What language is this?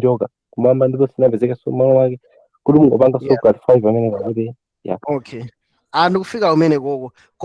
Nyanja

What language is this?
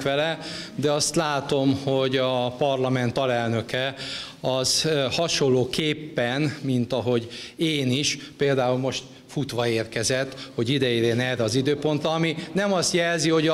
Hungarian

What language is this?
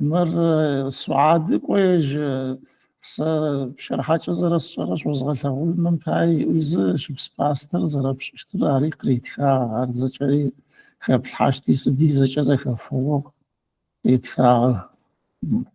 Adyghe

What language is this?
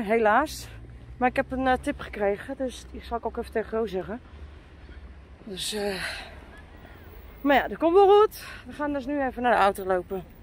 Dutch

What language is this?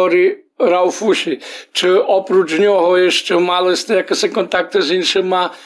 Rusyn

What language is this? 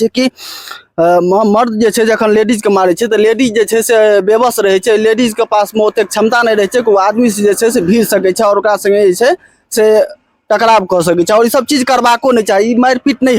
Maithili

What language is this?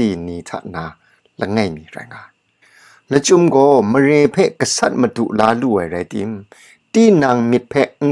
Kachin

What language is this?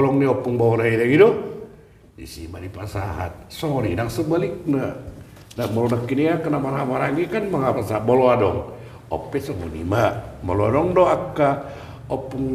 Batak Toba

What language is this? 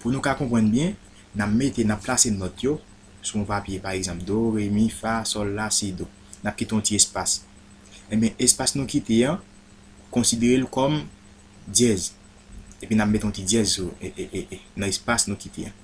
Haitian Creole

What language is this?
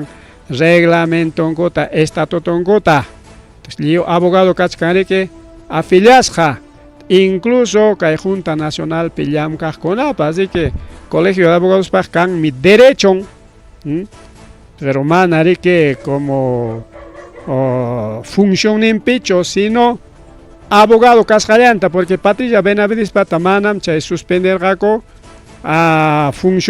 Ayacucho Quechua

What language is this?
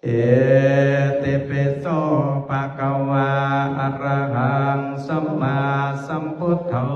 Pali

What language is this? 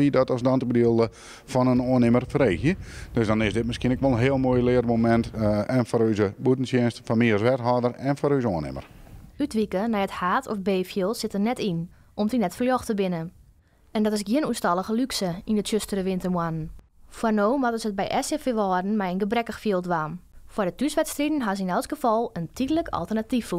Western Frisian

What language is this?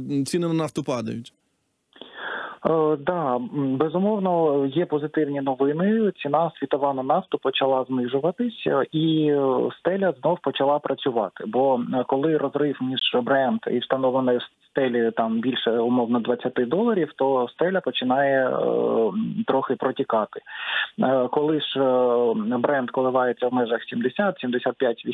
Ukrainian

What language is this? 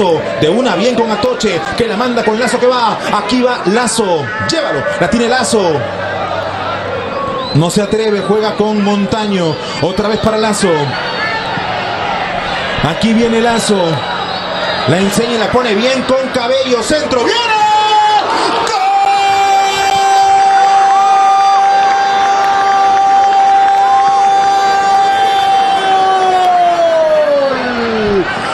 Spanish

